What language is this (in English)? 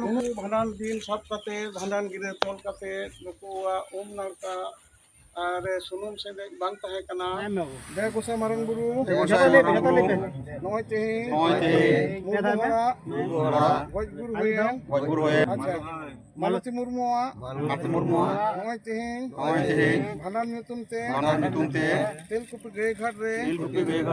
Santali